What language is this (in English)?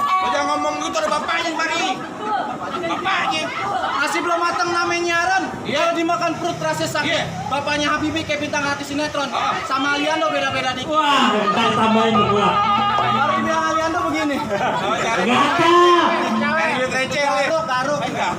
Betawi